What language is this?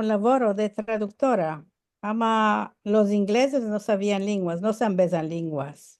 Ladino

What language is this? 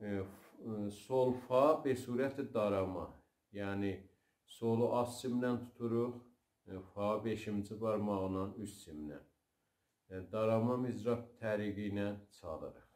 South Azerbaijani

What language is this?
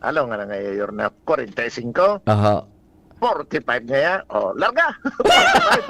Bikol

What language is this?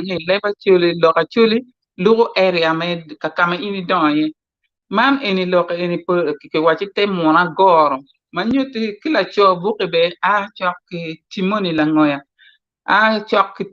Acoli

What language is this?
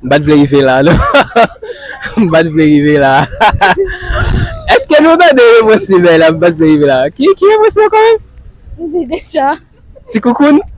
Haitian Creole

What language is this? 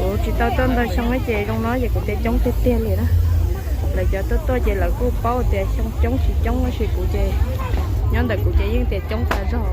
Hmong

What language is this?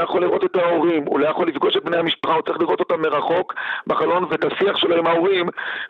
Hebrew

